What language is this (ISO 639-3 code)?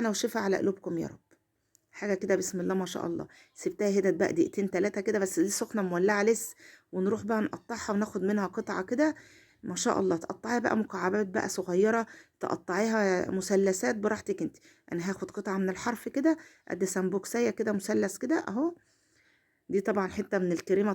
arz